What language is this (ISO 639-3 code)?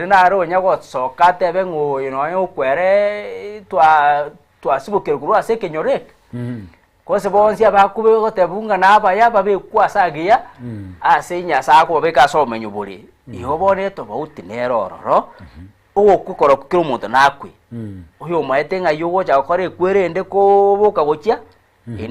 guz